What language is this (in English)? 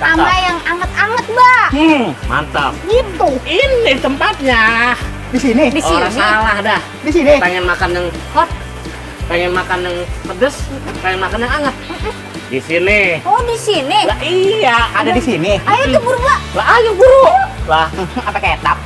Betawi